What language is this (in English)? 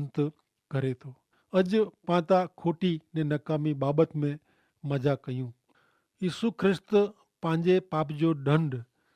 Kachhi